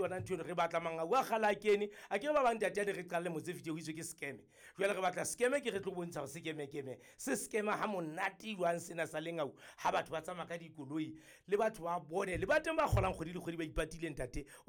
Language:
Southern Sotho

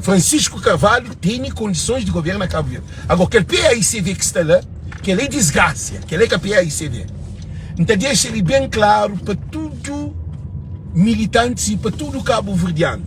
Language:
Kabuverdianu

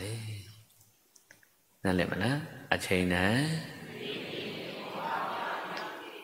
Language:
Burmese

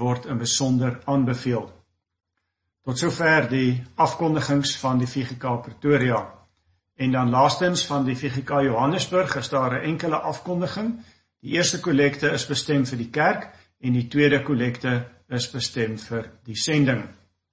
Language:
Afrikaans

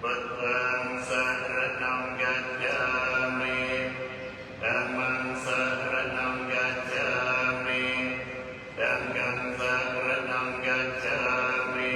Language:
Pali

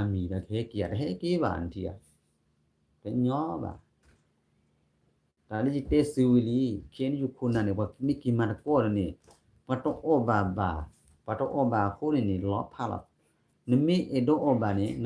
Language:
S'gaw Karen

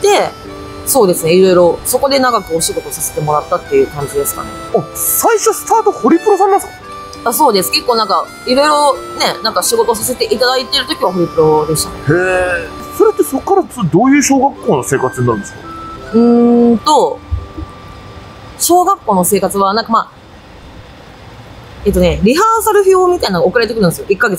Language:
Japanese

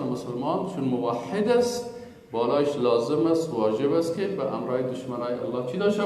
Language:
Persian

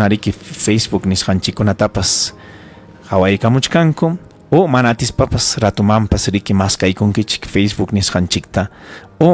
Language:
Ayacucho Quechua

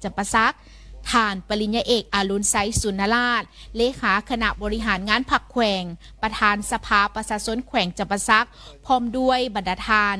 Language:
Lao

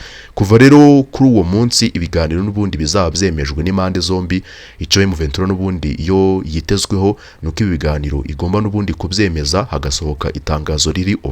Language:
Kinyarwanda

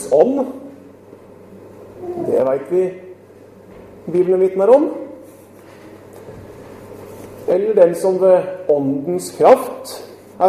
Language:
Norwegian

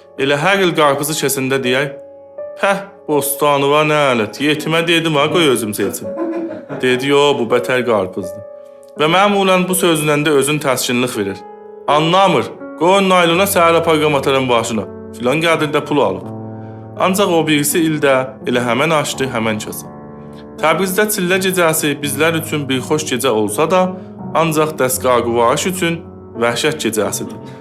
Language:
South Azerbaijani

